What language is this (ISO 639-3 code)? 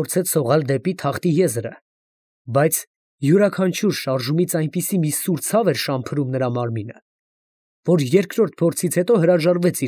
hye